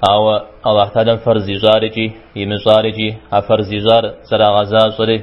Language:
Kabardian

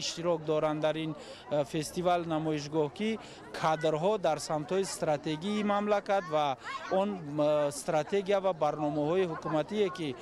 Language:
Tajik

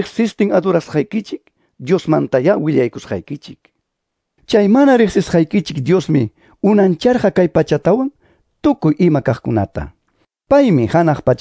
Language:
Ayacucho Quechua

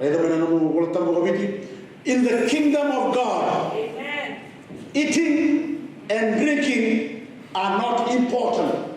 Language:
Fijian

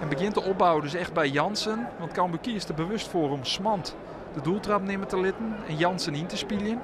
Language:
Western Frisian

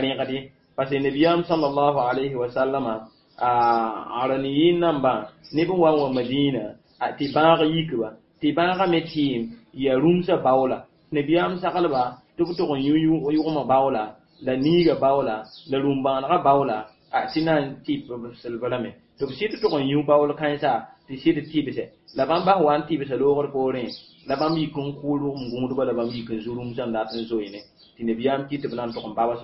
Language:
Mossi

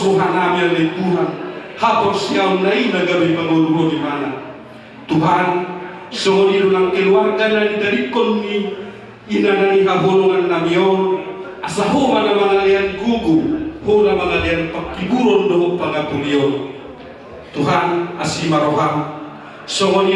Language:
Batak Toba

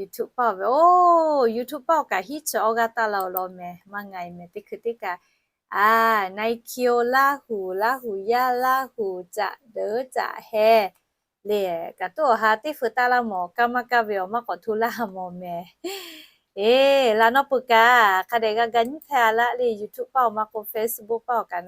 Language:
Lahu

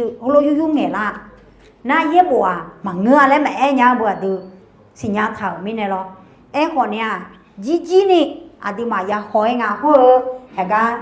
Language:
Akha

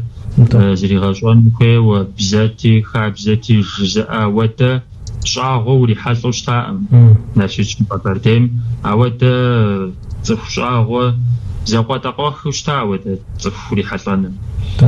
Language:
Kabardian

